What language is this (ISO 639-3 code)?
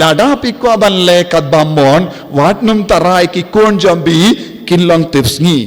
kha